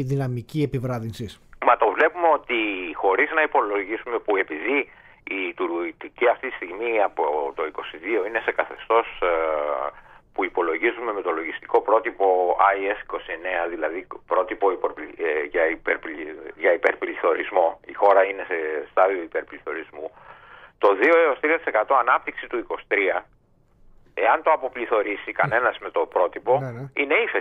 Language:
Greek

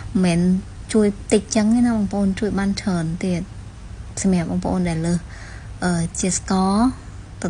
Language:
Khmer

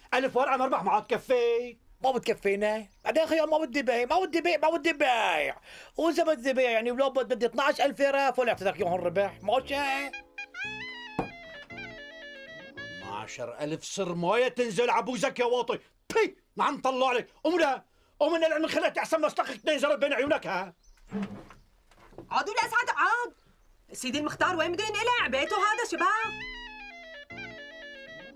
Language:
North Levantine Arabic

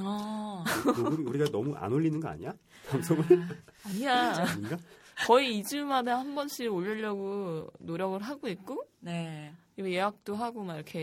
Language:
Korean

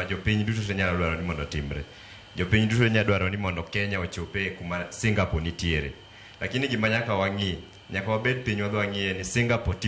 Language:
Luo (Kenya and Tanzania)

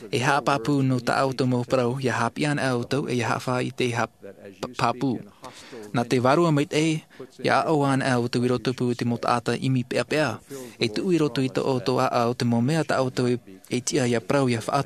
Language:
Tahitian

